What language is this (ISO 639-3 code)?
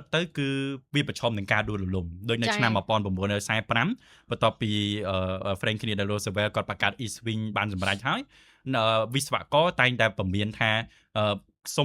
khm